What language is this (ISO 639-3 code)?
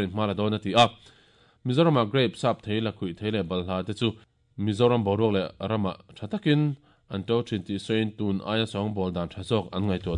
lus